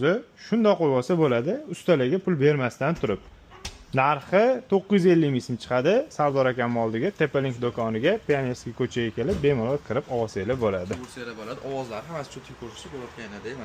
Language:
Uzbek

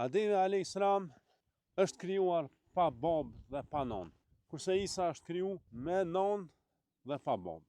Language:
Albanian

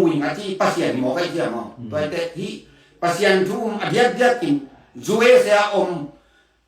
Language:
Tedim Chin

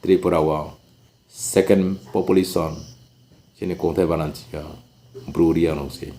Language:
Riang (India)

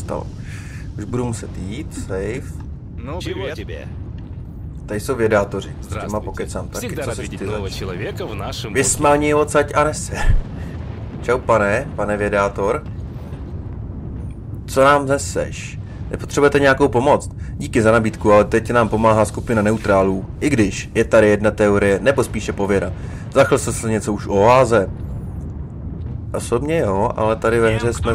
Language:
Czech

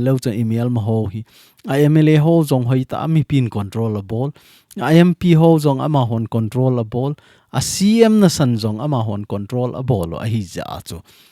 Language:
Thado Chin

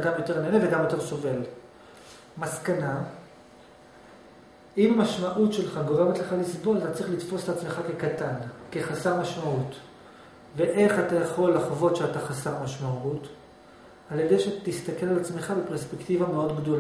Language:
Hebrew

